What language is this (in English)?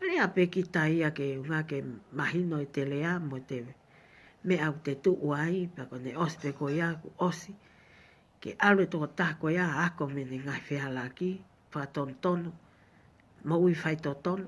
Tongan